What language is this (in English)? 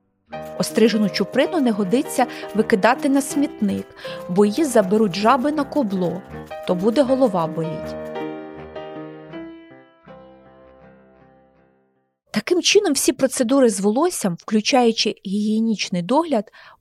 Ukrainian